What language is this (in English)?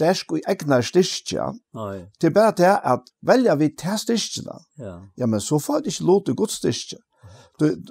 Faroese